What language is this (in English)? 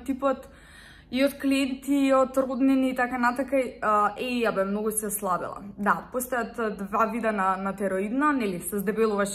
Macedonian